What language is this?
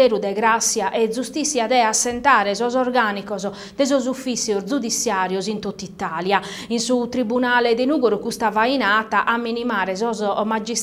Sardinian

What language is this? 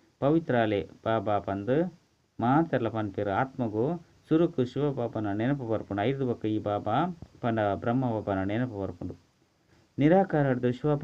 Tulu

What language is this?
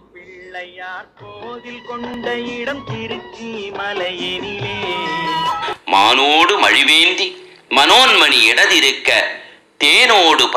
Tamil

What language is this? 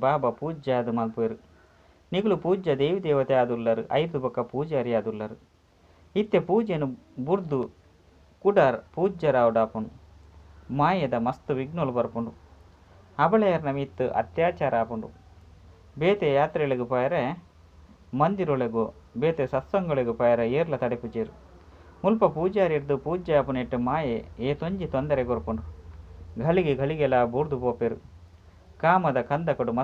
Tulu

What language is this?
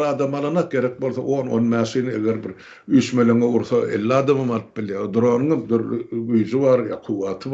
Turkmen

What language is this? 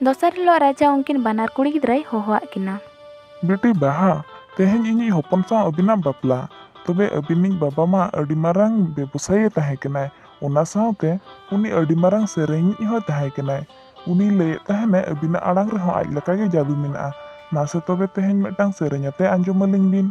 Santali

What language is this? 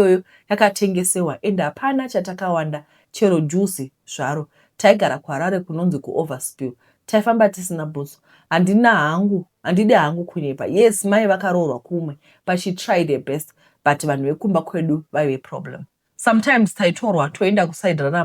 Shona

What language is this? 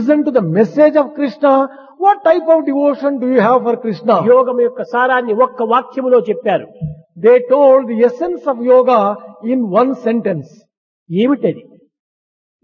Telugu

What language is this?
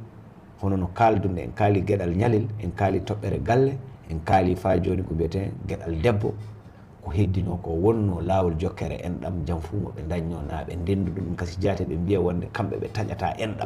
Fula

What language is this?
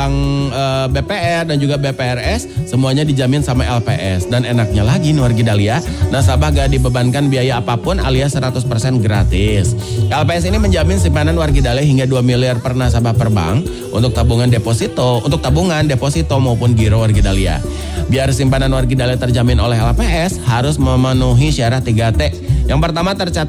Indonesian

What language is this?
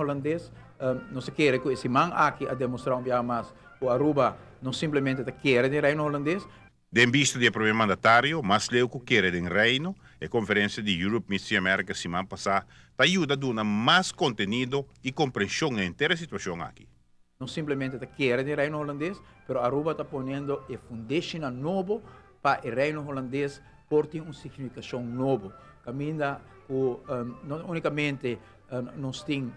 Papiamento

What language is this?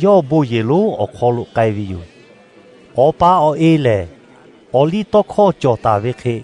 Lahu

